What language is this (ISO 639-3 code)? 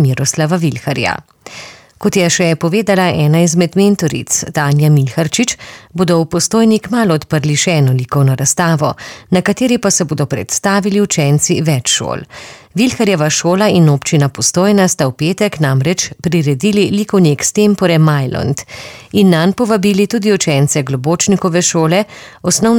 slv